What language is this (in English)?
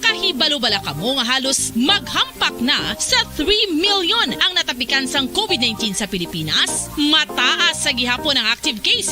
Hiligaynon